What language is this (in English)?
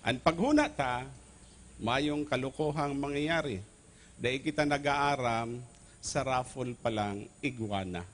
Bikol